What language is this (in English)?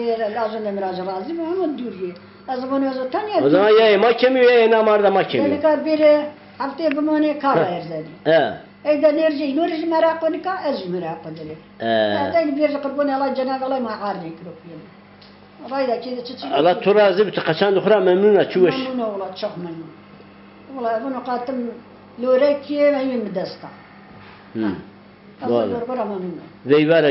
Zaza